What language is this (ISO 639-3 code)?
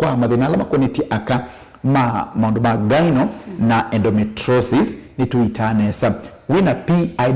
kam